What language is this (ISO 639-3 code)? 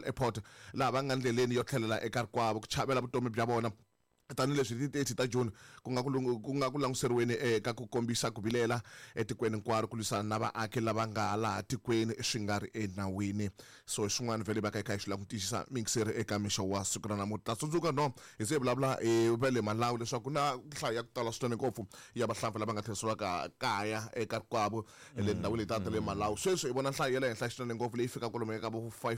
tso